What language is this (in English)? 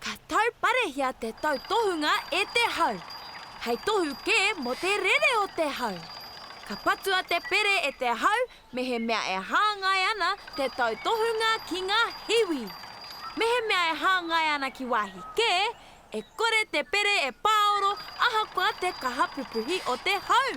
Māori